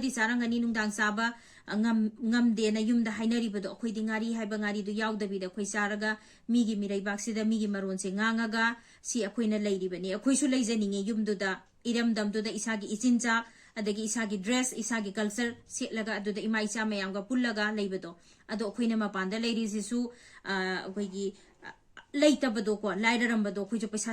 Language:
Manipuri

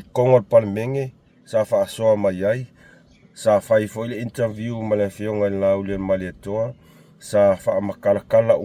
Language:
Samoan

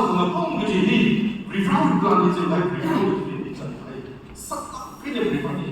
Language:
Tangkhul Naga (India)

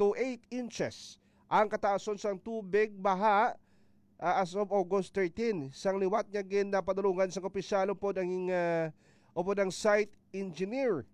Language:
Hiligaynon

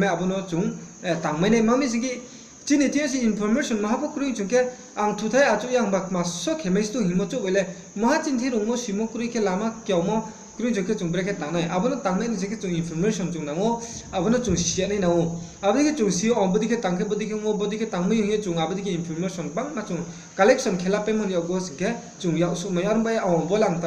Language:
Riang (India)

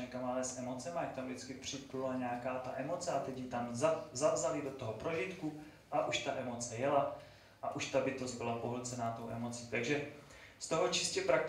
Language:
Czech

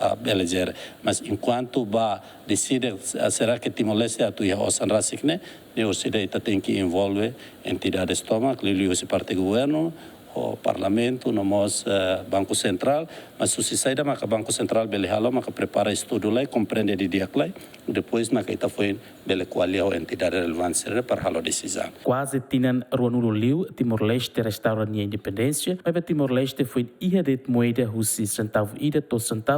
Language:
Tetum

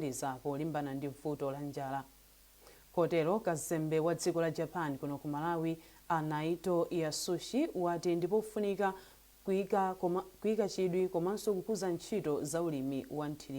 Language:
Nyanja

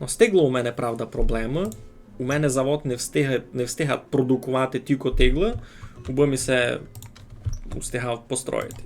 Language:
Rusyn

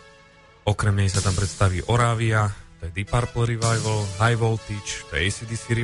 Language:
Slovak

